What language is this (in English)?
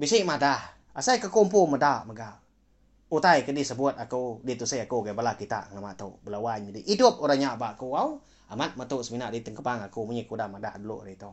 Iban